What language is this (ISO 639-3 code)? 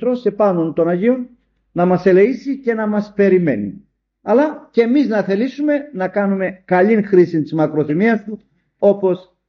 ell